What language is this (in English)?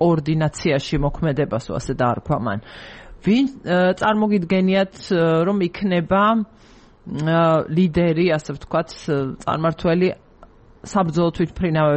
Georgian